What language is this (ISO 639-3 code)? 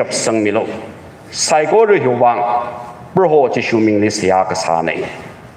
nmf